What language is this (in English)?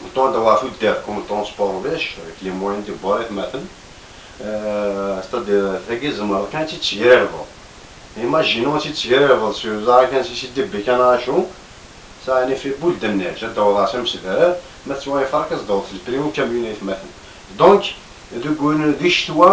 Kabyle